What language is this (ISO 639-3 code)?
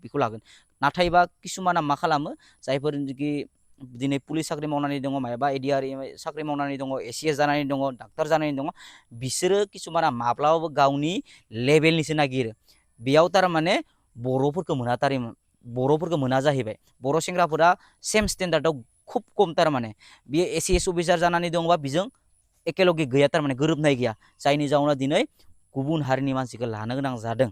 brx